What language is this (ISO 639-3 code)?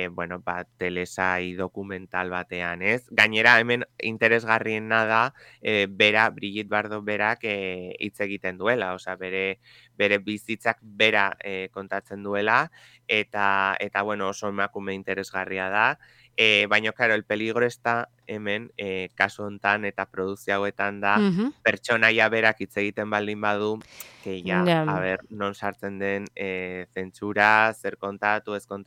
eus